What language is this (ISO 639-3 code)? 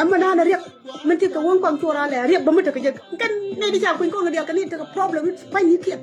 nus